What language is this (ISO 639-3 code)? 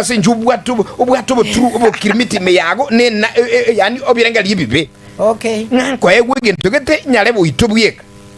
guz